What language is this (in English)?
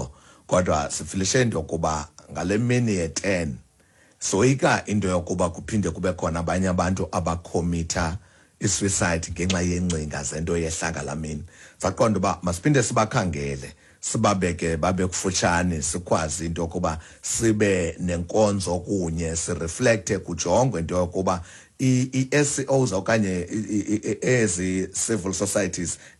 Xhosa